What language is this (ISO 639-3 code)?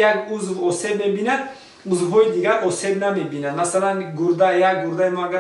tgk